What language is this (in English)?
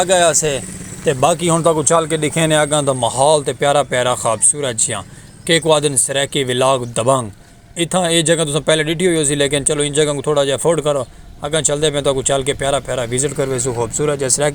Saraiki